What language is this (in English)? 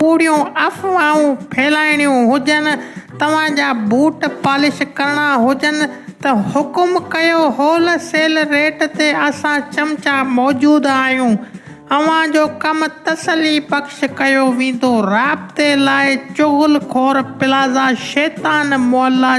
Sindhi